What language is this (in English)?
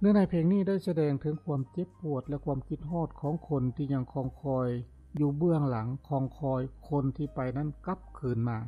Lao